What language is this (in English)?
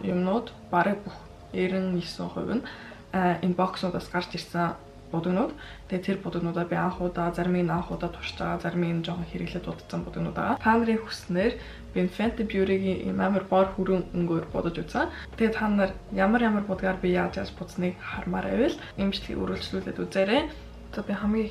Mongolian